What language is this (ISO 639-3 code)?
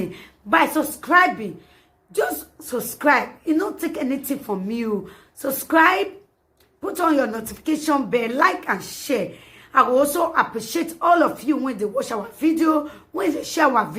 pcm